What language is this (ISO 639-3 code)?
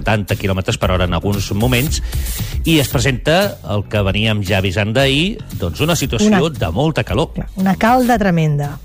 cat